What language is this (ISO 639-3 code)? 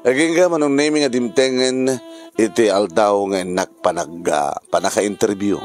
ilo